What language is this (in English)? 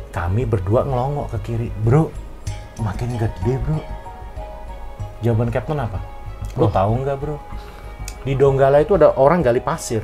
Indonesian